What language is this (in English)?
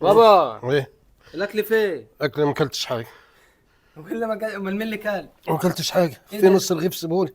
Egyptian Arabic